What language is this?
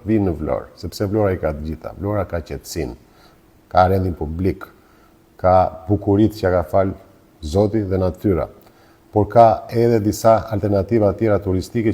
Albanian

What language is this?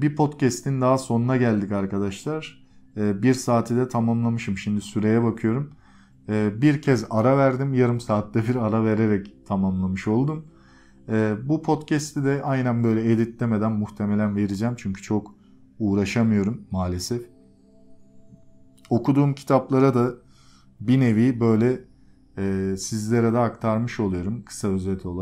Turkish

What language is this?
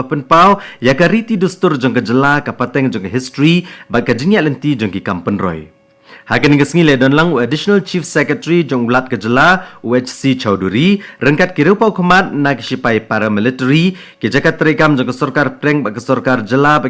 Khasi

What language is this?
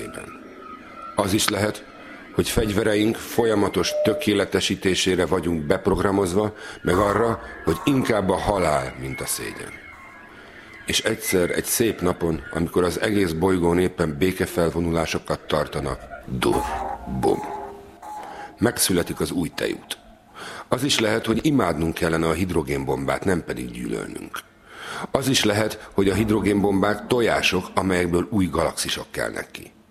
Hungarian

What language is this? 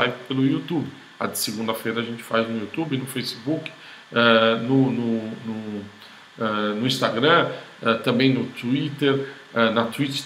Portuguese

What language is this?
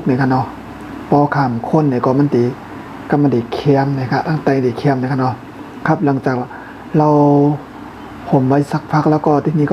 Shan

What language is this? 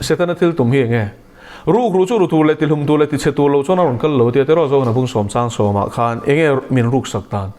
Mizo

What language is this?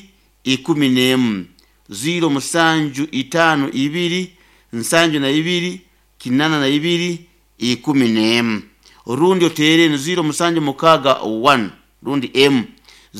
Nyoro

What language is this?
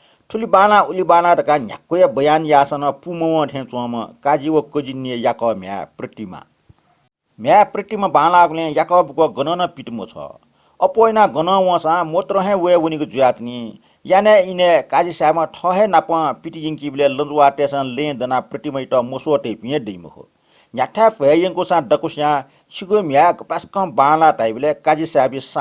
Newari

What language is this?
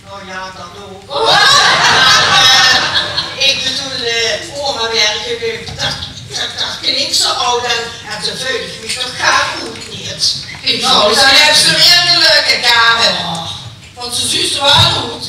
Limburgish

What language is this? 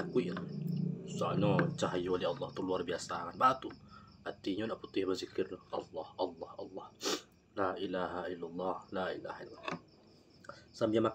Minangkabau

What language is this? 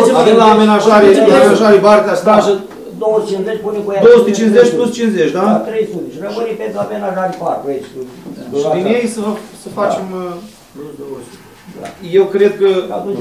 Romanian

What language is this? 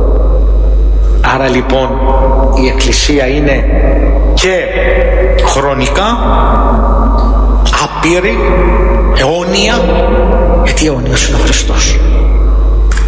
Greek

